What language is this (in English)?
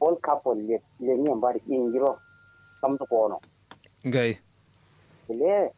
Kanuri